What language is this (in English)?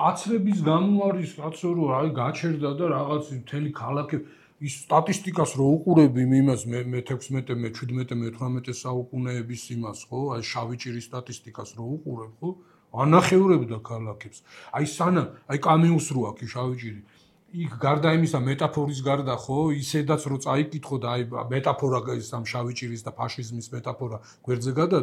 Georgian